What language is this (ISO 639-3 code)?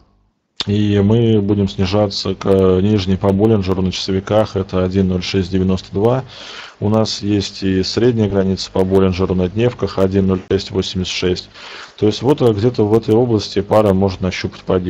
rus